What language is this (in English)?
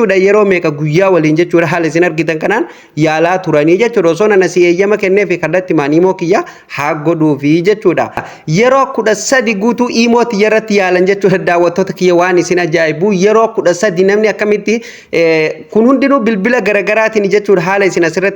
Oromo